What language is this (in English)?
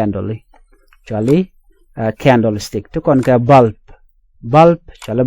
Nuer